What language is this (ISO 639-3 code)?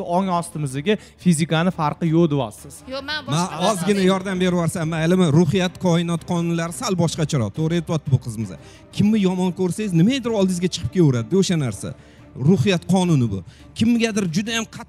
uzb